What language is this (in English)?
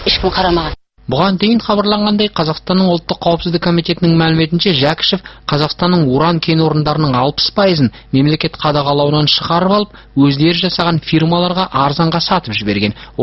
Kazakh